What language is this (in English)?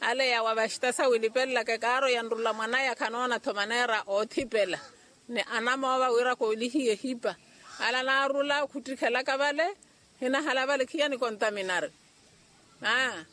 Makhuwa